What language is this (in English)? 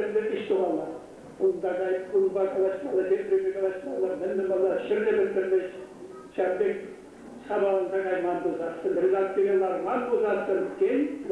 Chuvash